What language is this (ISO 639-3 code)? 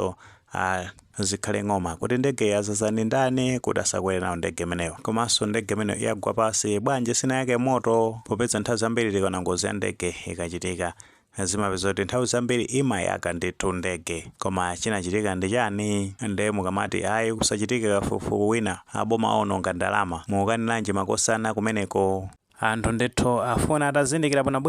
nya